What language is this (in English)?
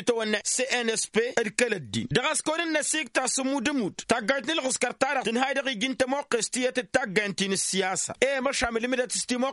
Tamasheq